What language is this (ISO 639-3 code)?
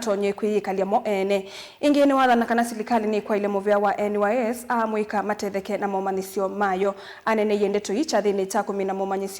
kam